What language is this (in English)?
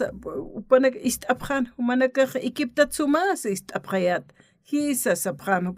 Aymara